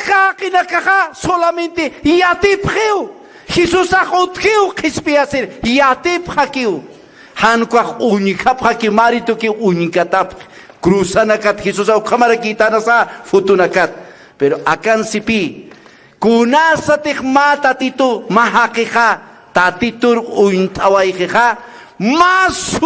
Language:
Aymara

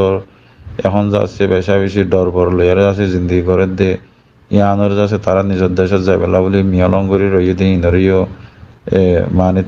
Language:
Rohingya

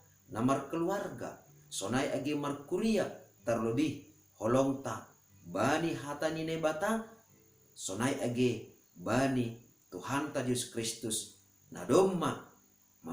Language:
Batak Simalungun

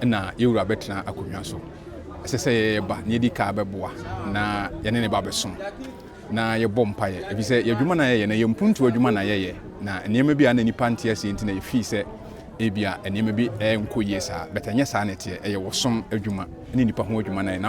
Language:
Akan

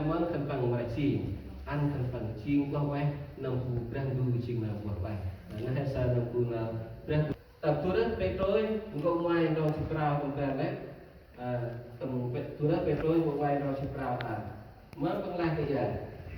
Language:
Central Mnong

